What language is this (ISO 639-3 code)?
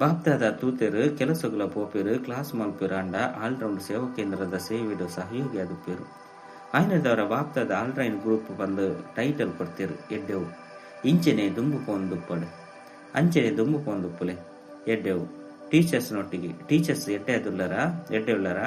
tcy